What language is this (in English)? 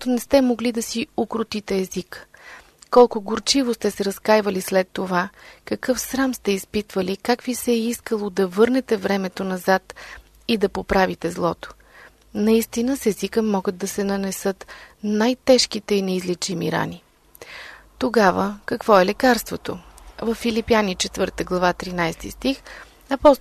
Bulgarian